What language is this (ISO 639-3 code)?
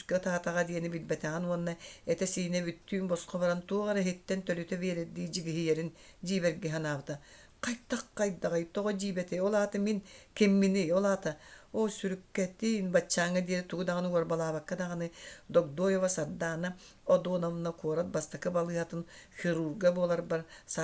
sah